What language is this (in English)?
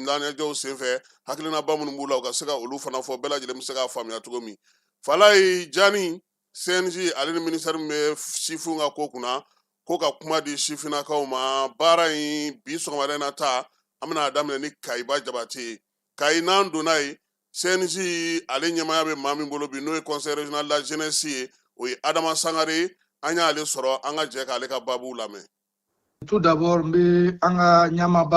Bambara